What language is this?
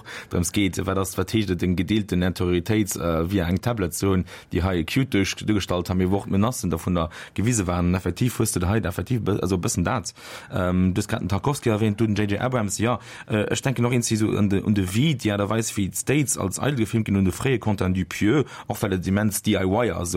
Luxembourgish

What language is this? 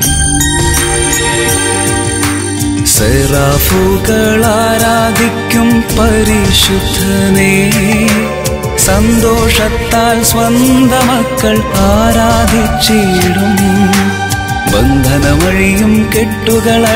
Malayalam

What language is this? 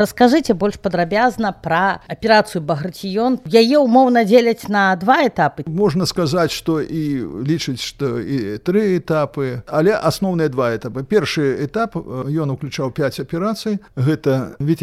Belarusian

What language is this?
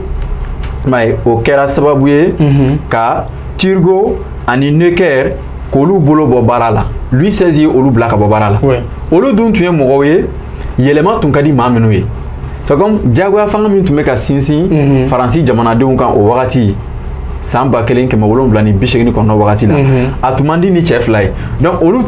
Bambara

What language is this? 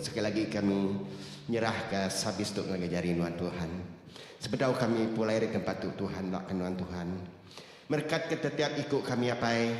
Iban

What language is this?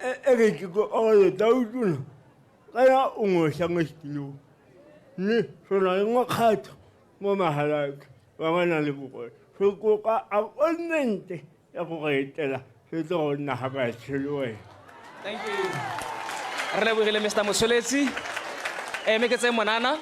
Tswana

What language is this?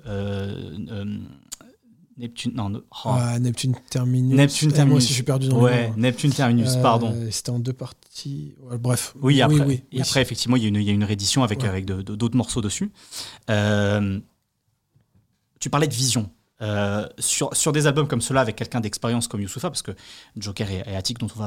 French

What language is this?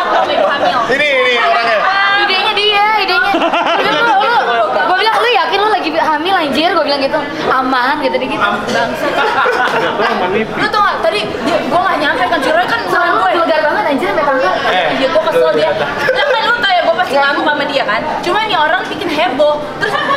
Indonesian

